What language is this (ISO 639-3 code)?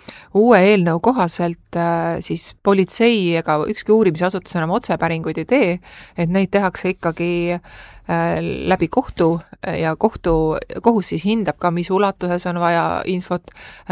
est